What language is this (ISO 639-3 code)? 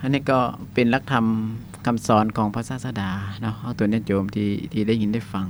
lao